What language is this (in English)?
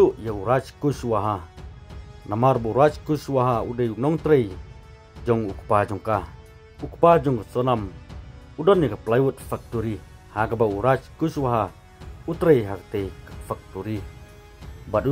Khasi